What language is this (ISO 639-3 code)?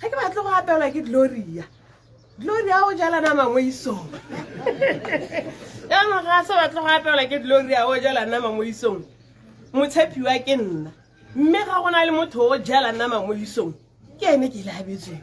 tsn